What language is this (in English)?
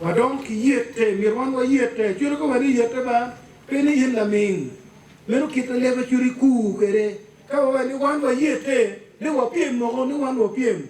Acoli